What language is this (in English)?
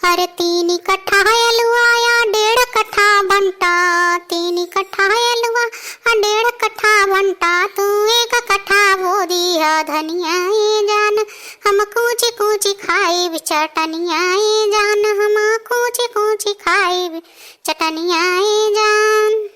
Bhojpuri